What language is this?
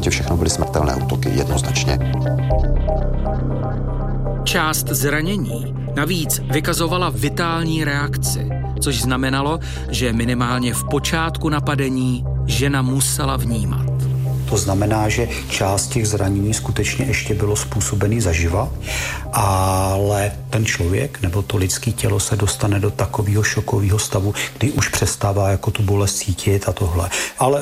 Czech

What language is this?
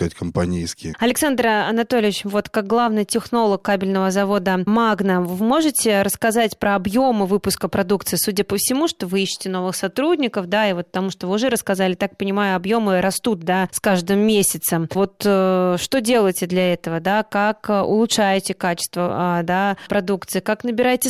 Russian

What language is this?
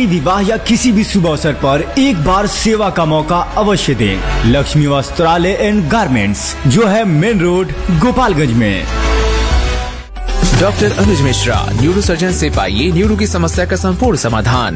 Hindi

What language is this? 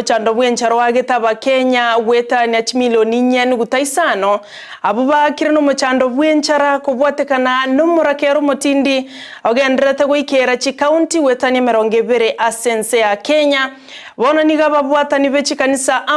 Gusii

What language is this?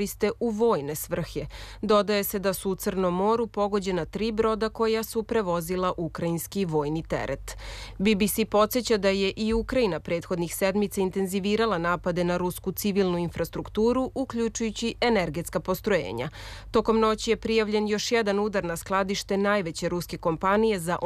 Serbian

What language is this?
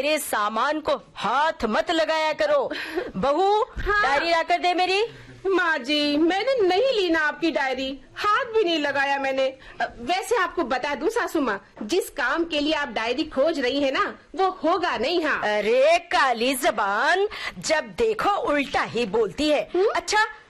Hindi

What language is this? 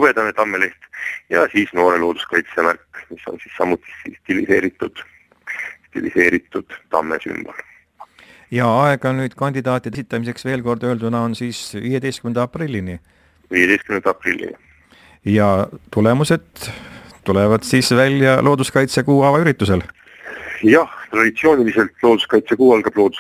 Estonian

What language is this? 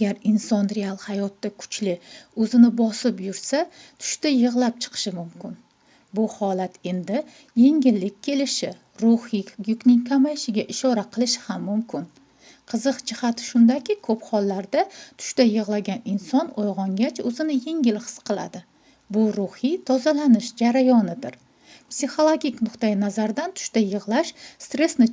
Uzbek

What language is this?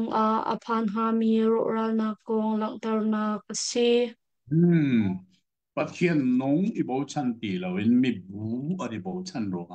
Hakha Chin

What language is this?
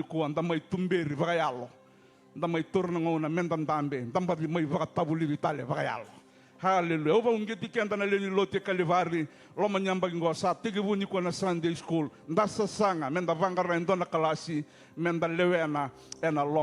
Fijian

